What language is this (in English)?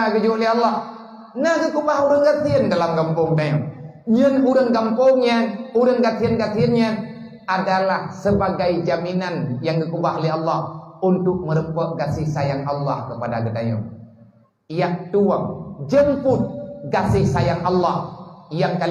Achinese